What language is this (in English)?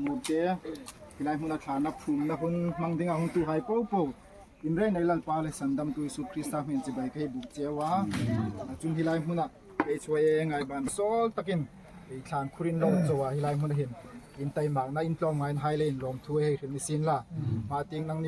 Hmar